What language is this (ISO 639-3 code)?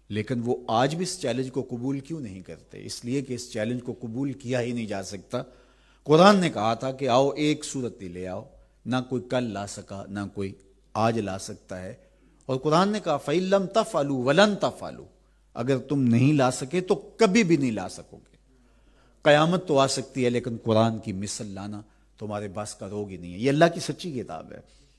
urd